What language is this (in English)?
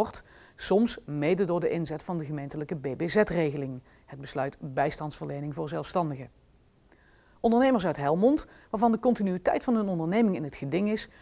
Dutch